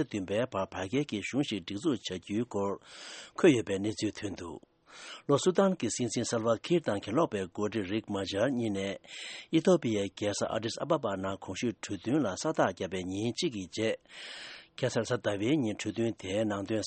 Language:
Tibetan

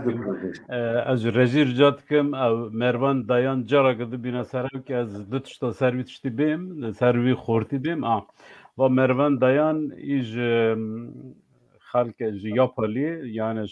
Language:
Kurdish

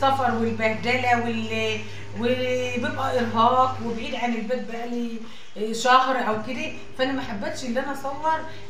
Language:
Egyptian Arabic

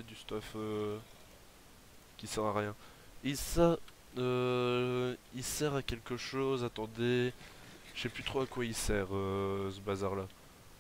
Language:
French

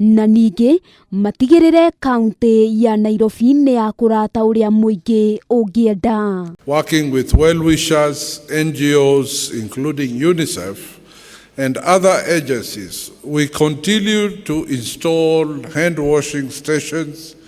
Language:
Kikuyu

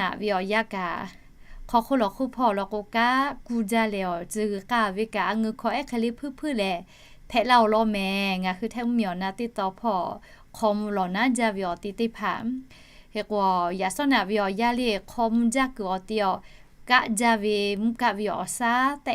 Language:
Lahu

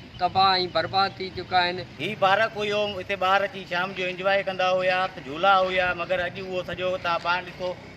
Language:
Sindhi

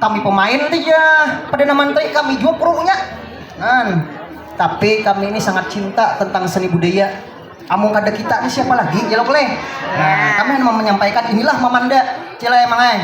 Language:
Banjar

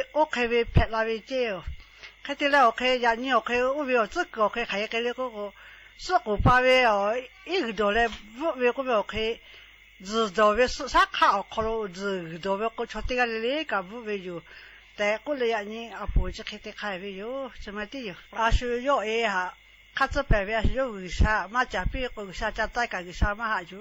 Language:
Lahu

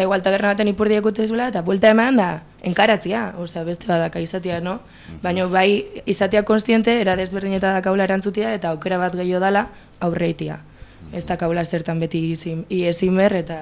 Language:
Basque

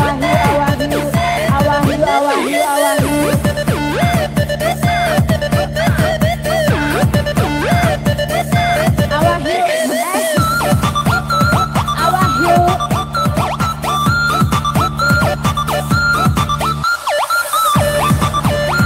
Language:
Indonesian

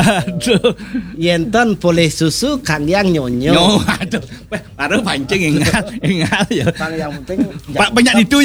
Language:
Balinese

